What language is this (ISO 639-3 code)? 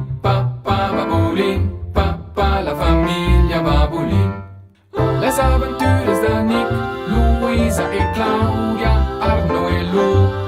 roh